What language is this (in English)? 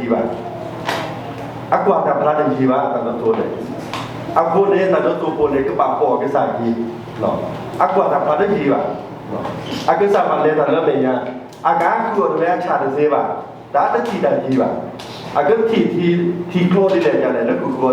S'gaw Karen